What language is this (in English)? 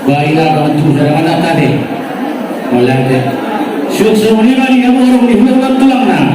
Batak Toba